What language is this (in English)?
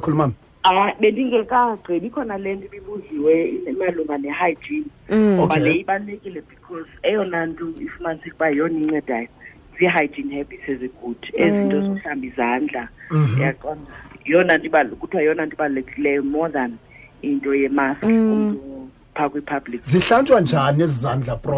Xhosa